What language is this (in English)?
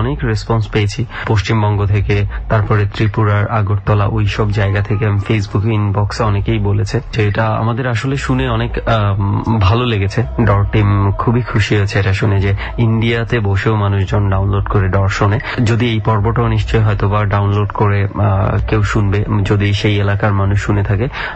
Bangla